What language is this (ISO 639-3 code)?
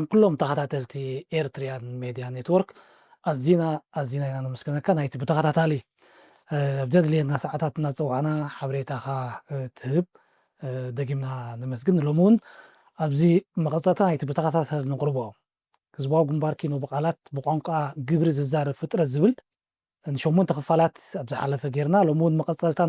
tir